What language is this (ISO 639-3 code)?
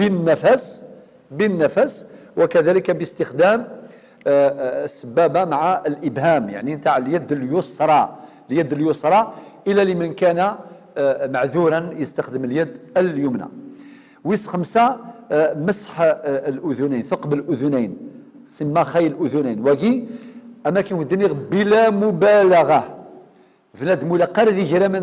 arq